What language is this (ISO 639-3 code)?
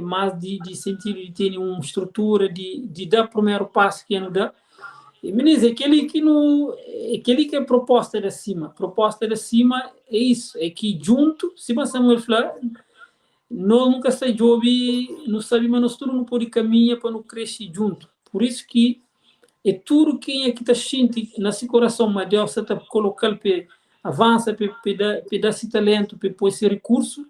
kea